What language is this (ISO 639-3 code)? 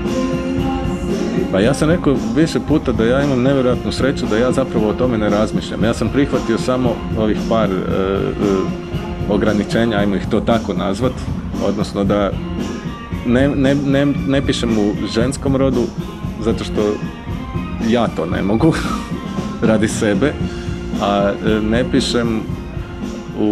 hrv